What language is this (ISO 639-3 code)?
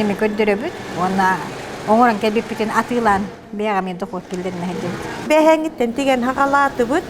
sah